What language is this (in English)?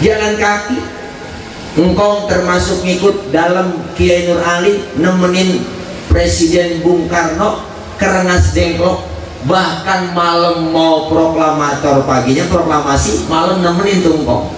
Betawi